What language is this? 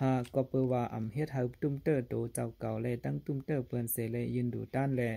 Shan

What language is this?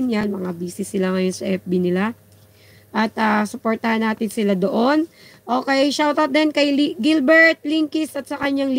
Filipino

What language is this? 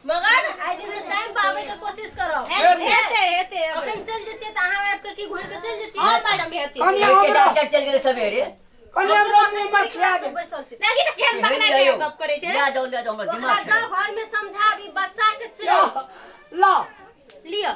Maithili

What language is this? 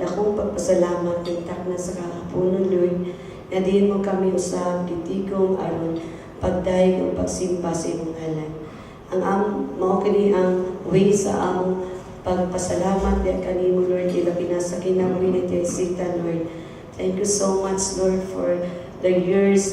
Cebuano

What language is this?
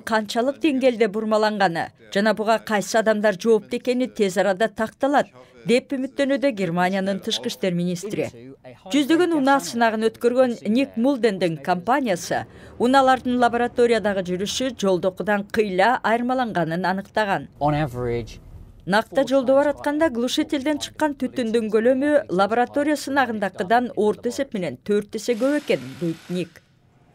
Kyrgyz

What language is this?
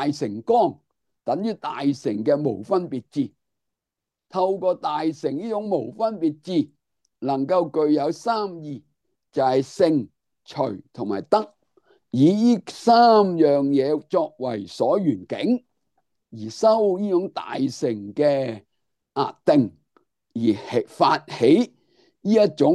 Cantonese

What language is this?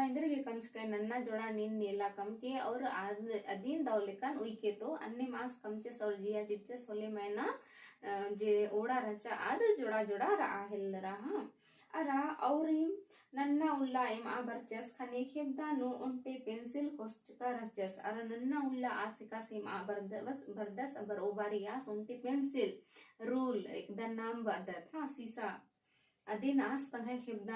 Kurukh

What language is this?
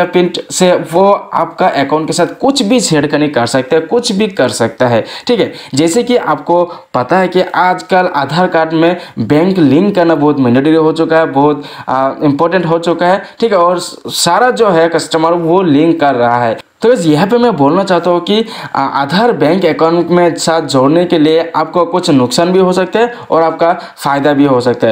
Hindi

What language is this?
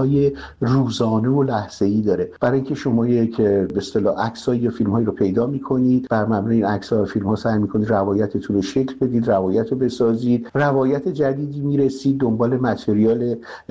Persian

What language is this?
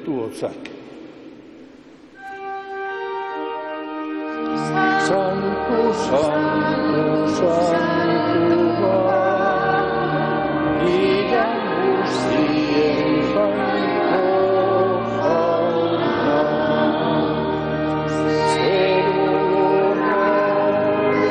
Basque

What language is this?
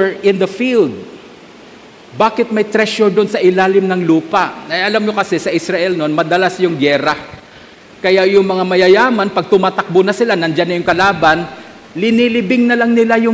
Filipino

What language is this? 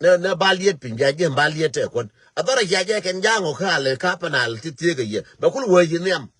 Nuer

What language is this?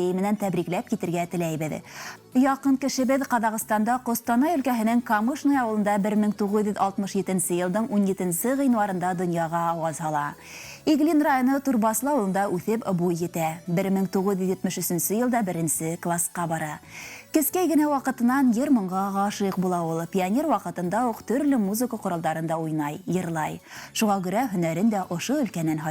Bashkir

